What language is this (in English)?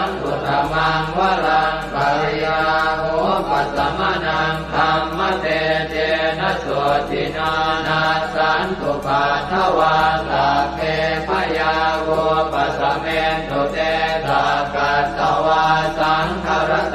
Pali